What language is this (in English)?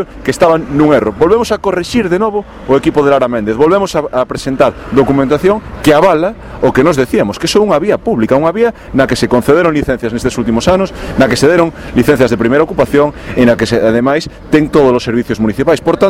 Galician